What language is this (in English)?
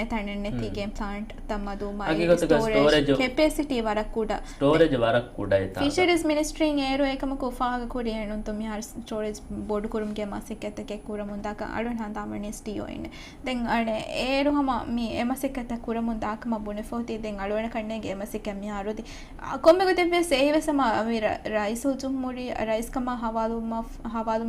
Divehi